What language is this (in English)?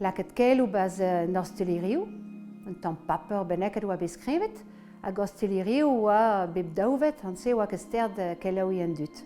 Breton